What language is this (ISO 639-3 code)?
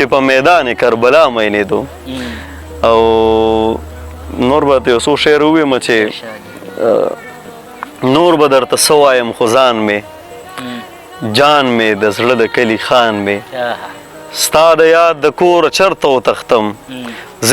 pus